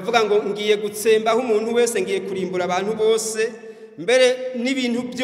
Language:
Rundi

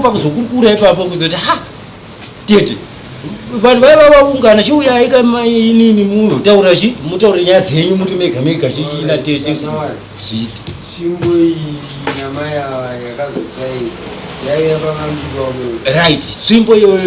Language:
Shona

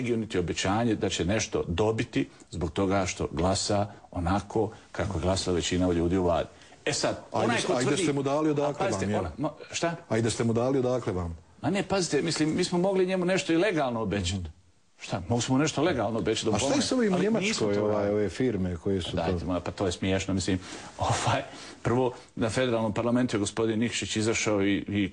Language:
Bosnian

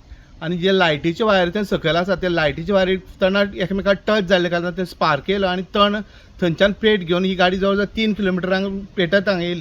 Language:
Konkani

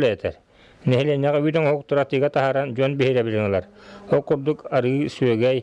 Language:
Yakut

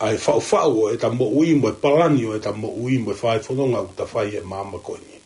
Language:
Tongan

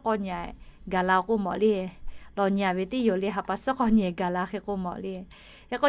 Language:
Lahu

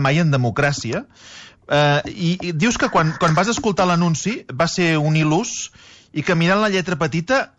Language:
Catalan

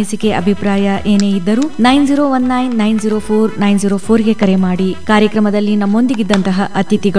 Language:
Kannada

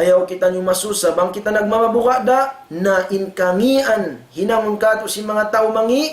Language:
Tausug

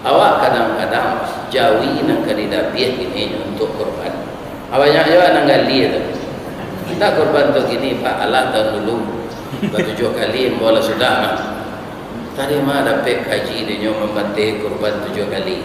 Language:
Minangkabau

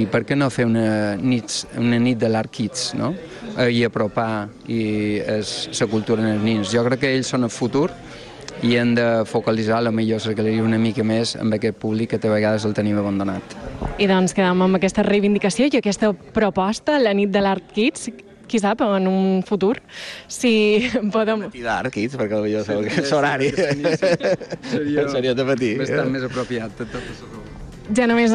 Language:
Catalan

